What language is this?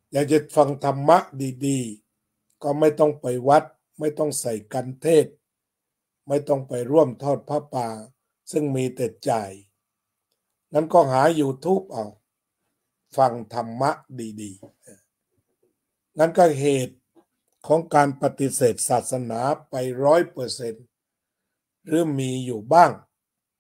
Thai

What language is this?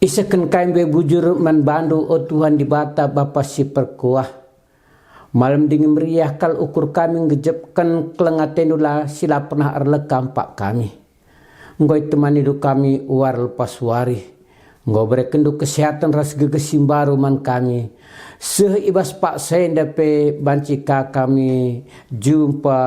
Batak Karo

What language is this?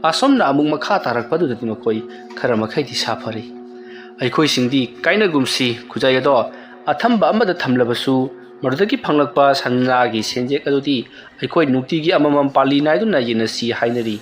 Manipuri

